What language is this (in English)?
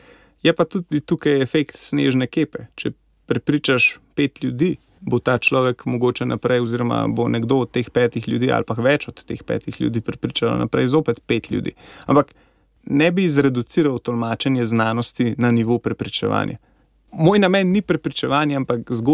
Slovenian